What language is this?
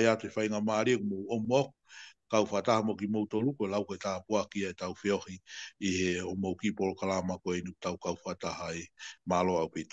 Tongan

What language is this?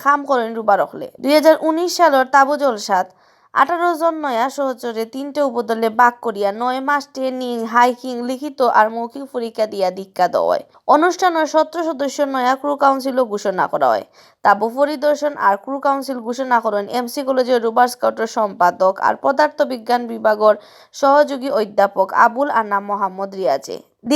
Sylheti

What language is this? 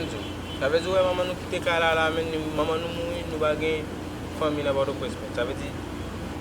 Haitian Creole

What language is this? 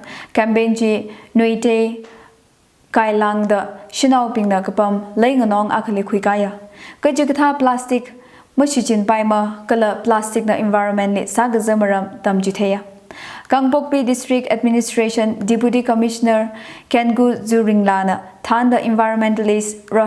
Tangkhul Naga (India)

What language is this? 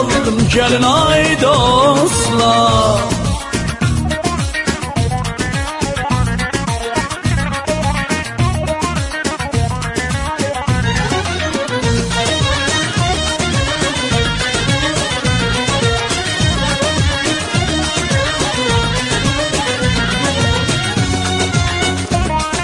Turkish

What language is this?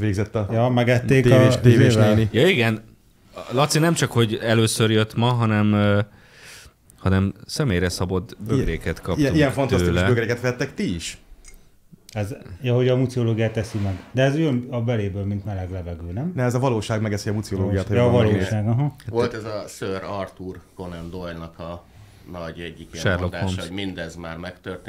Hungarian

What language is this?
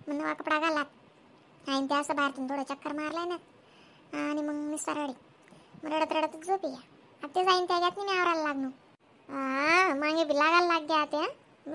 Khandesi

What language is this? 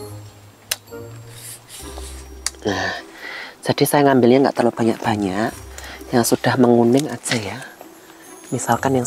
Indonesian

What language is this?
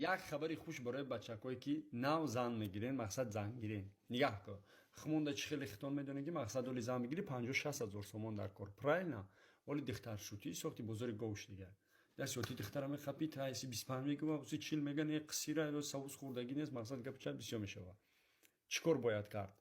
Tajik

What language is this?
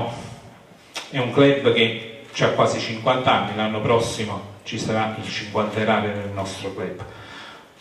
Italian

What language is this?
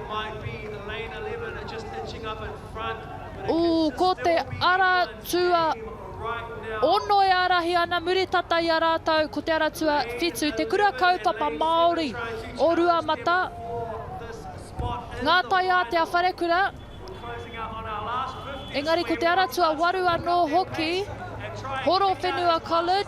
Māori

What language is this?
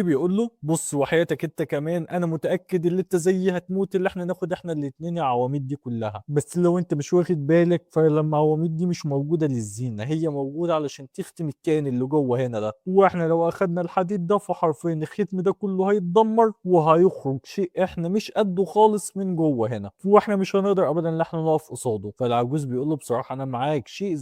Egyptian Arabic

